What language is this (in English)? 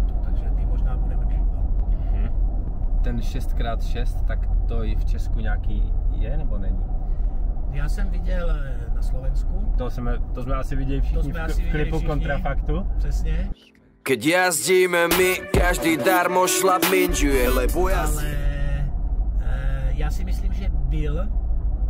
Czech